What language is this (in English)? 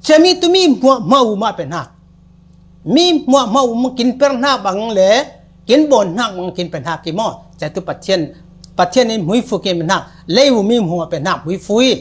Falam Chin